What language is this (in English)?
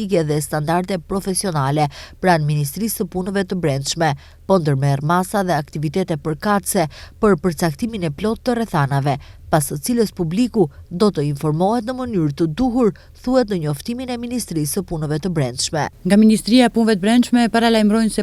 Albanian